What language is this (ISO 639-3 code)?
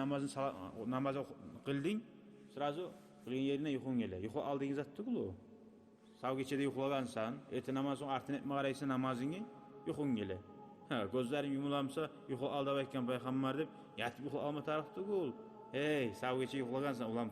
kum